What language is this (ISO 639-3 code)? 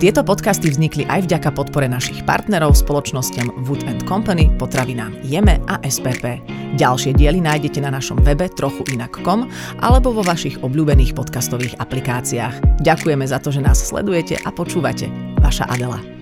slk